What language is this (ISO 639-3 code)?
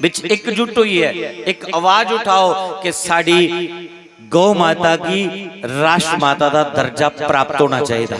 doi